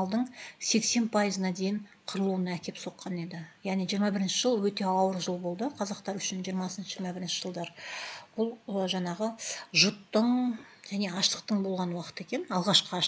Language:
Kazakh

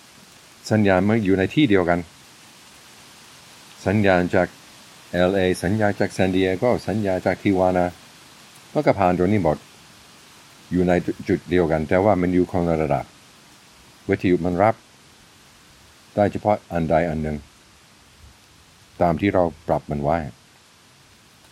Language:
Thai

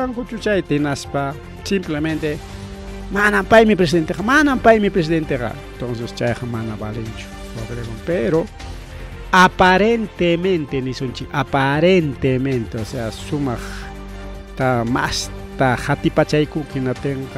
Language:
Ayacucho Quechua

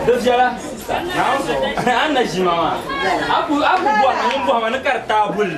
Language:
Dagbani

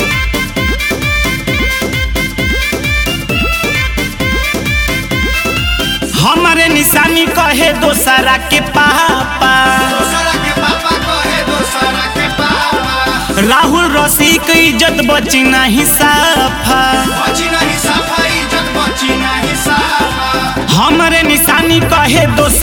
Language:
Bhojpuri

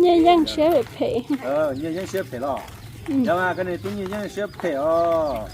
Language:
Hmong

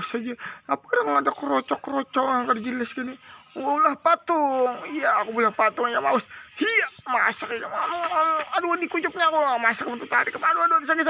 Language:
Banjar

